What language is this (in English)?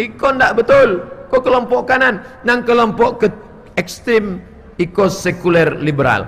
Minangkabau